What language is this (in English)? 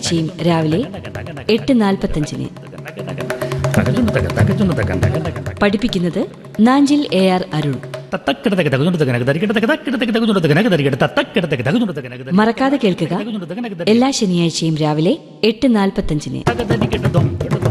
Malayalam